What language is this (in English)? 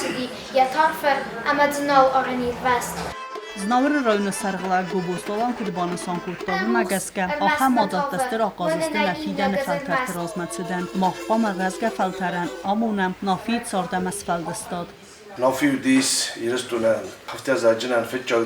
Ossetic